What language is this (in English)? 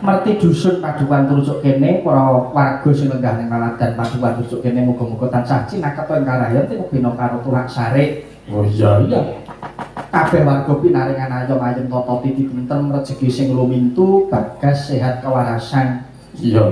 Javanese